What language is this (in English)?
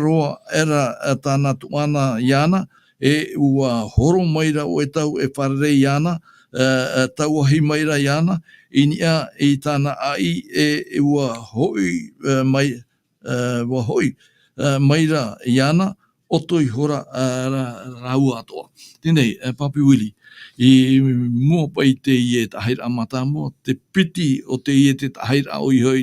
Tahitian